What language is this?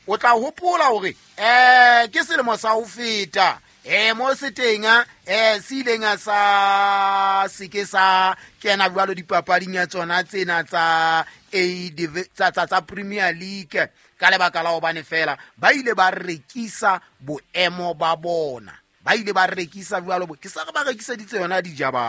Southern Sotho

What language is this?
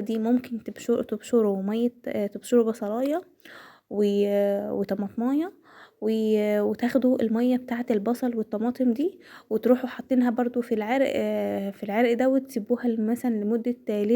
Egyptian Arabic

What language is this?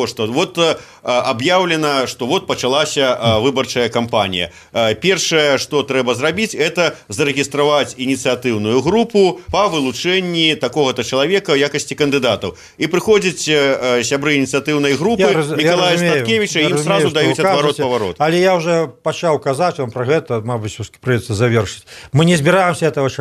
Belarusian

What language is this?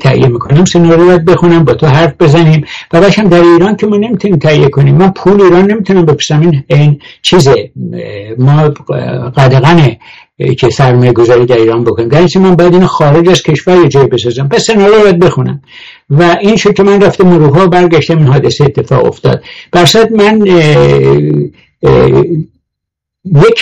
Persian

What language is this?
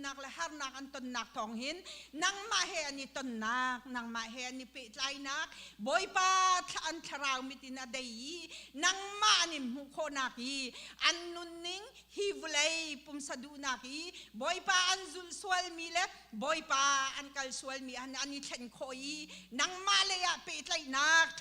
Hakha Chin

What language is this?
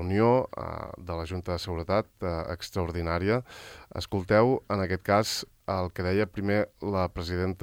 Catalan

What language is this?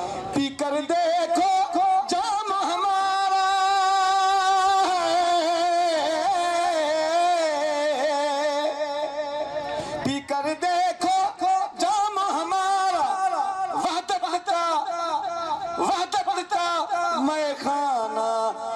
Urdu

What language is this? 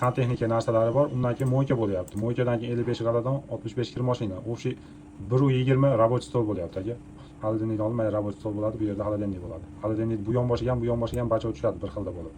Uzbek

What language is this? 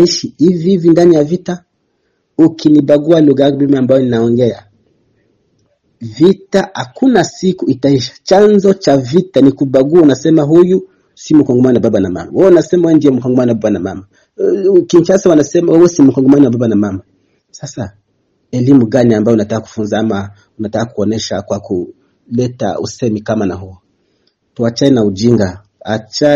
Swahili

